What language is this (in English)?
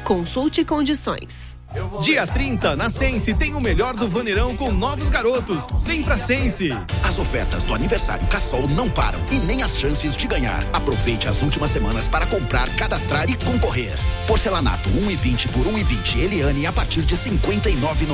Portuguese